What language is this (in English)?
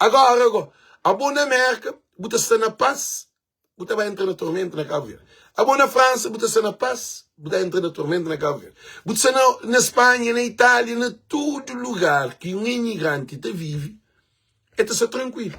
Kabuverdianu